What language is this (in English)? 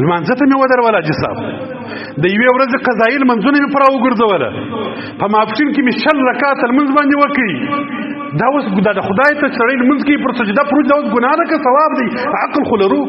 Pashto